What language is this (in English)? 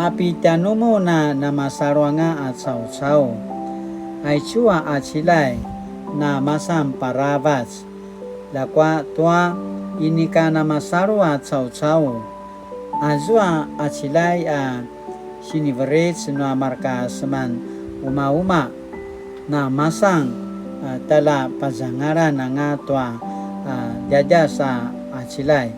Paiwan